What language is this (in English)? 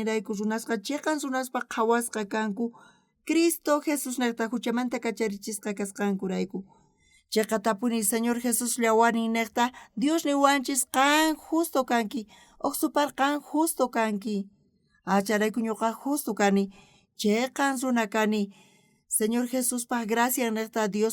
South Bolivian Quechua